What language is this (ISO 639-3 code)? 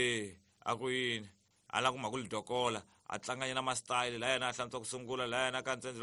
tso